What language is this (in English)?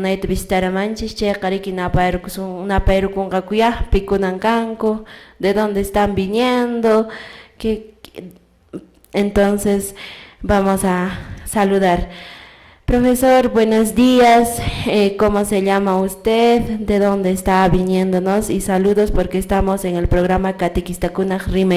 Quechua